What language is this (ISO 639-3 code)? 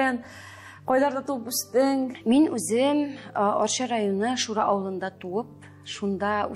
tat